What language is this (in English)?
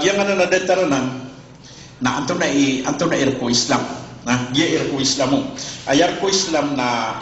Maranao